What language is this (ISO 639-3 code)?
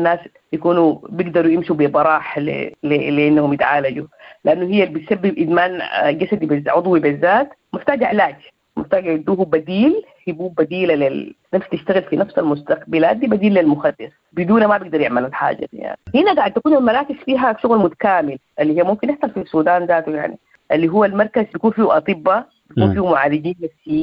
apd